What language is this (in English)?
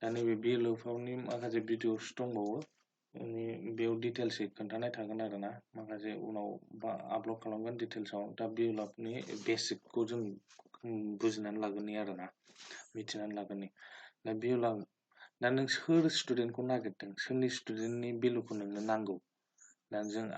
Bodo